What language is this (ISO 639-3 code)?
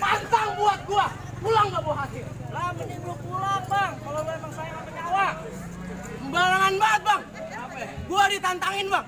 bew